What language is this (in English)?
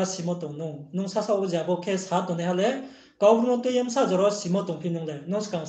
Riang (India)